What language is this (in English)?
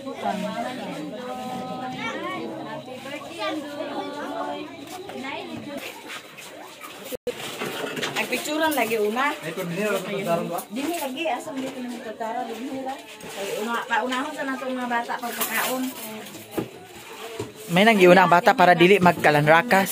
Cebuano